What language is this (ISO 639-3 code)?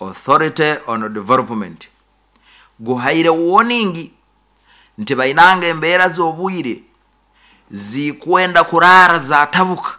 nyo